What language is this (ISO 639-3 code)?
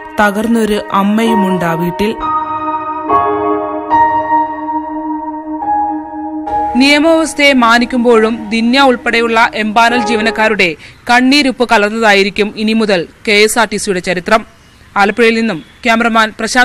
mal